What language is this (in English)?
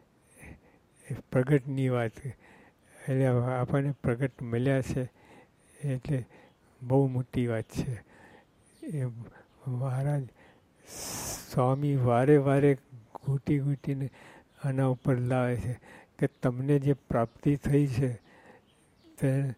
Gujarati